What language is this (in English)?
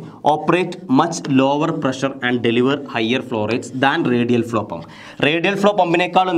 Malayalam